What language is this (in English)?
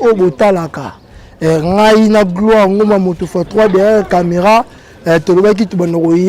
Lingala